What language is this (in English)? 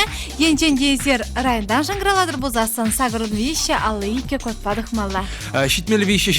Chuvash